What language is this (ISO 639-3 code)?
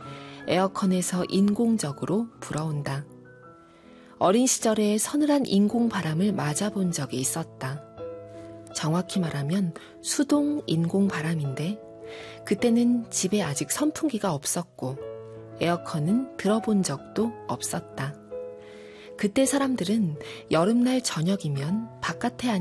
kor